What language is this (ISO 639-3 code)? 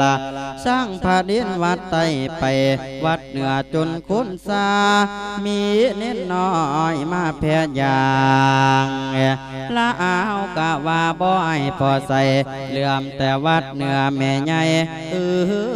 lao